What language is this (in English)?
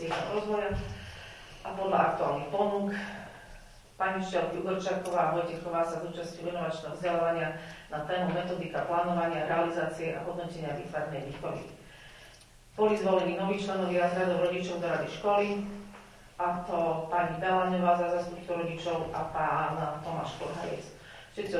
Slovak